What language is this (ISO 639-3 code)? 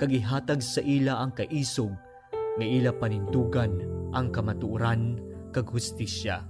hil